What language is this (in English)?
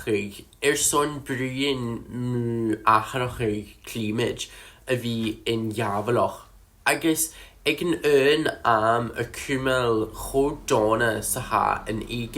Scottish Gaelic